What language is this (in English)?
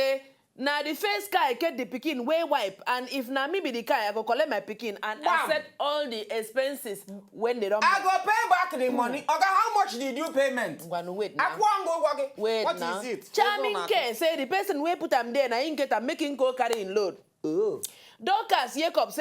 Nigerian Pidgin